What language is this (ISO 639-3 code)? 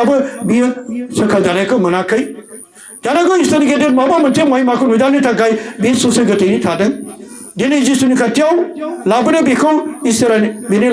brx